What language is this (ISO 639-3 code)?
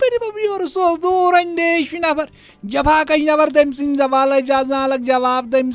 kas